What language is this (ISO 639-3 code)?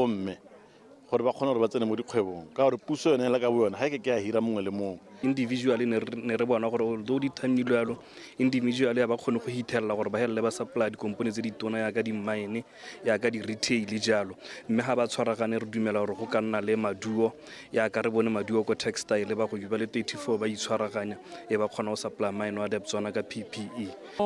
tsn